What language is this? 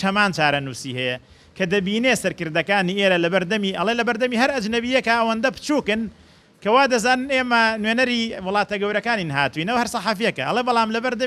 Central Kurdish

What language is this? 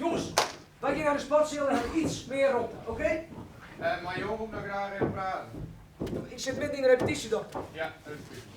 Western Frisian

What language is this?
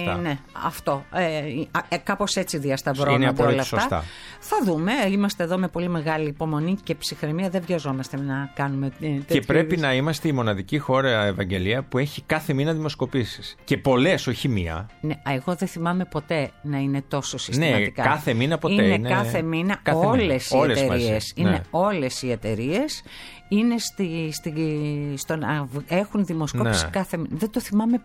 Greek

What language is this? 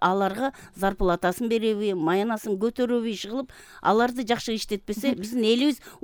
Kyrgyz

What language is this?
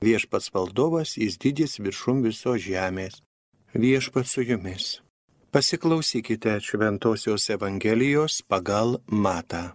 Lithuanian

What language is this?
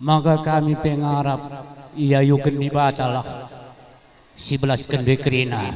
Batak Karo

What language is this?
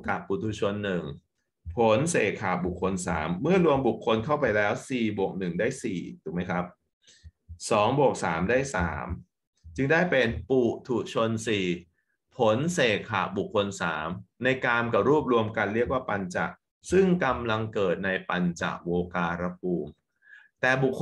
Thai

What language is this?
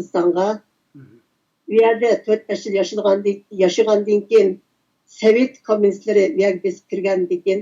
Uyghur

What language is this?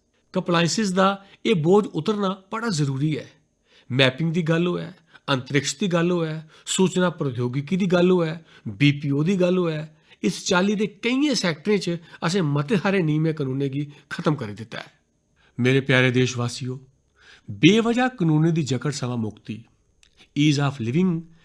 Dogri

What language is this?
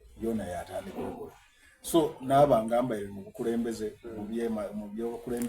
Soga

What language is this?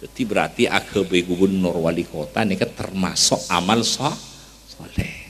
Madurese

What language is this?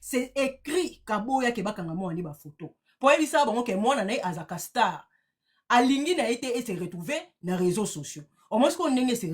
Lingala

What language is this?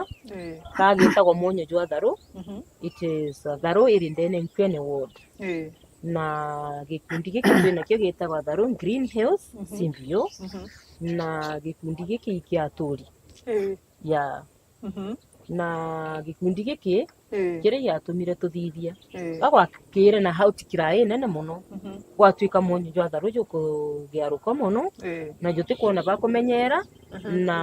Meru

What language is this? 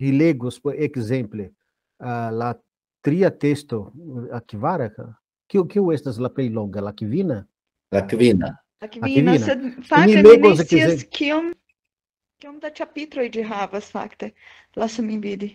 Esperanto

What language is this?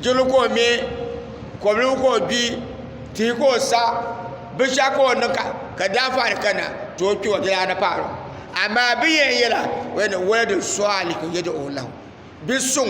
Dagbani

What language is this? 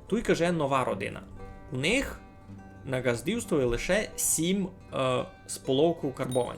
Rusyn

